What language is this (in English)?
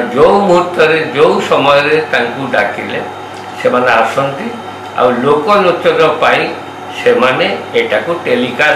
Odia